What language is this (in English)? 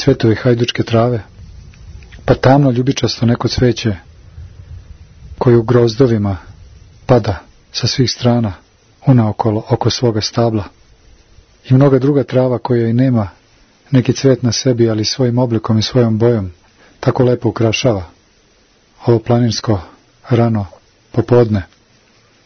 Serbian